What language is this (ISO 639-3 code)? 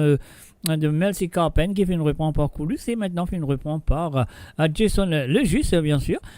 mfe